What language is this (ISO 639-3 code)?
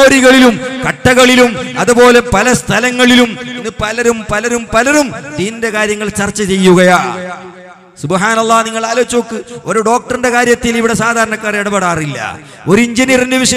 mal